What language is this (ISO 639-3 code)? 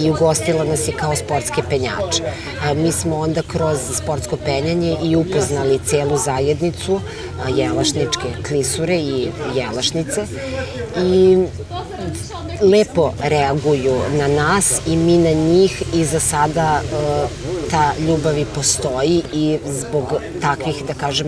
srp